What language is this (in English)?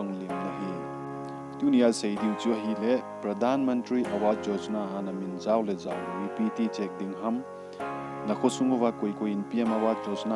Thado Chin